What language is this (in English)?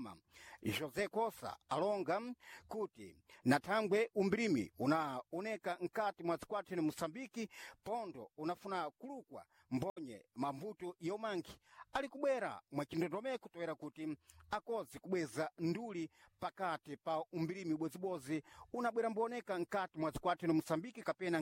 Sena